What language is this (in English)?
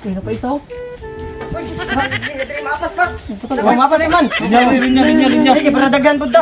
Cebuano